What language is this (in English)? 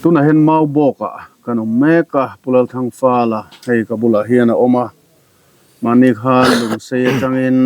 Mizo